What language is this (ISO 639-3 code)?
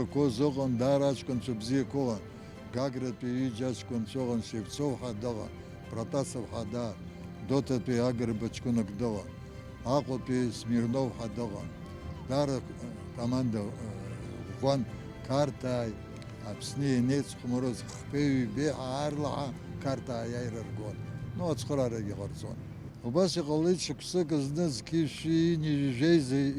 abk